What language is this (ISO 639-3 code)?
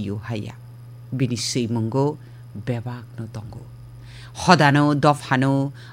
trp